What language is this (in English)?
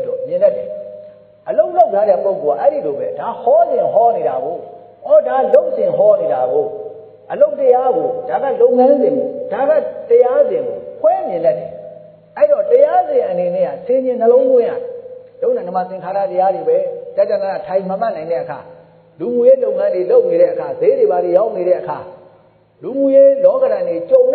Burmese